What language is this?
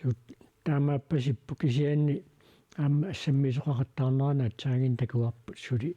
Kalaallisut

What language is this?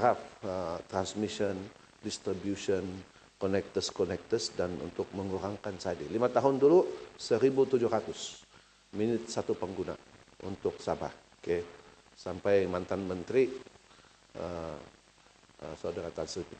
Malay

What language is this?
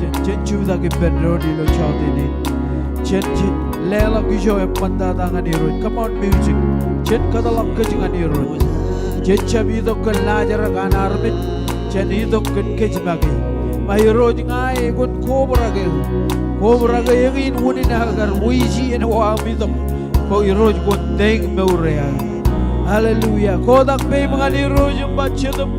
Marshallese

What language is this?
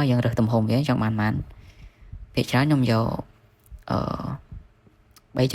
Khmer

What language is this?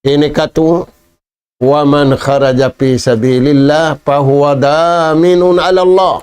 Tausug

